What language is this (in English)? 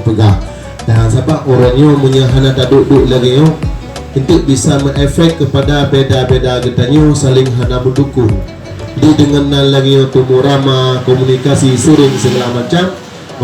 Achinese